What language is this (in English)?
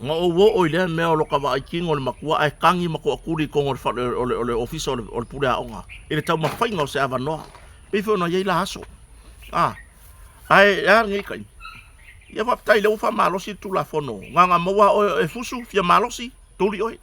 Samoan